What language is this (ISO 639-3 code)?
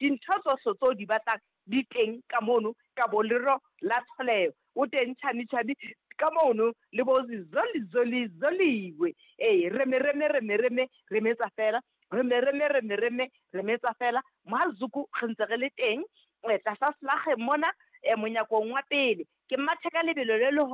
sot